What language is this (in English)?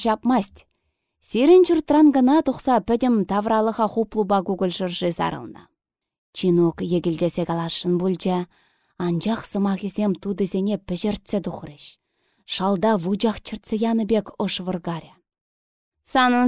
Chuvash